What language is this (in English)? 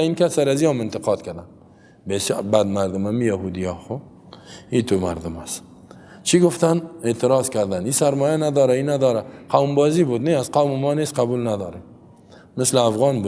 Persian